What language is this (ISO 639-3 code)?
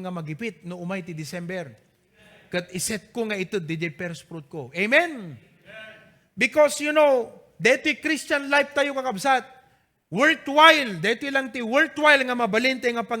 ilo